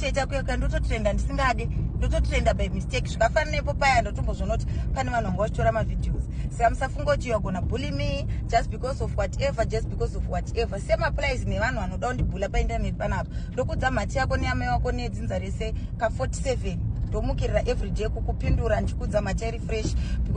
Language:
Shona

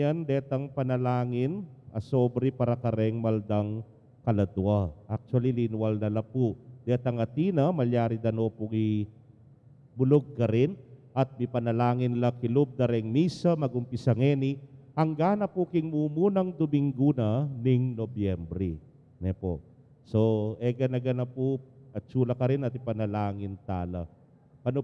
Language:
Pampanga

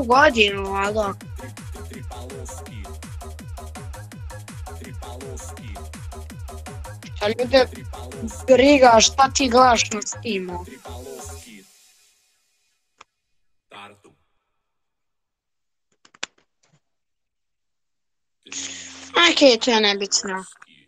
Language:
Serbian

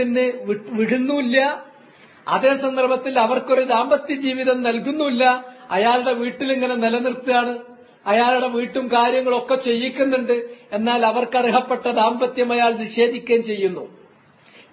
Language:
Malayalam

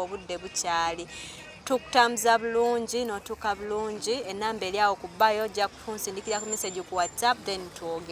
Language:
Ganda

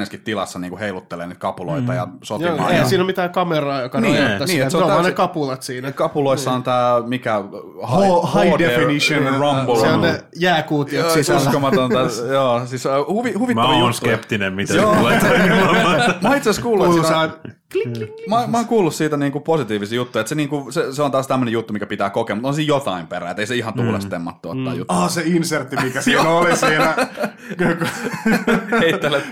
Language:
Finnish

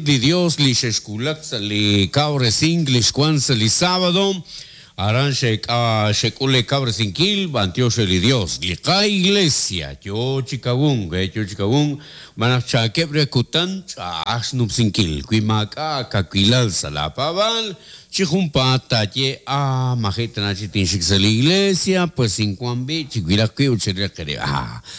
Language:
Kekchí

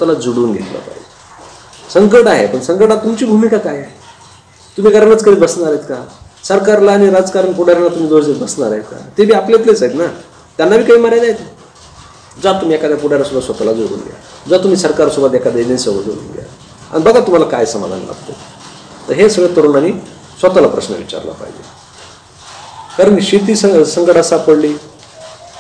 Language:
Marathi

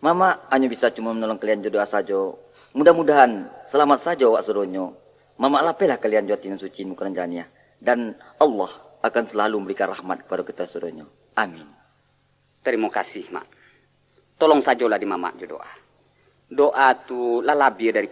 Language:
Minangkabau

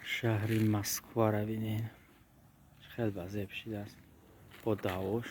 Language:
Tajik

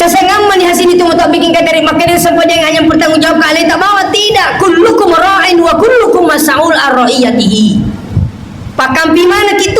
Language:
Buginese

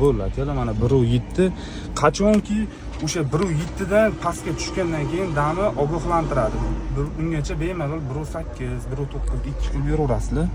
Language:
Uzbek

